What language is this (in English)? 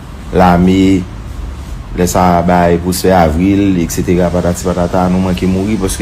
Haitian Creole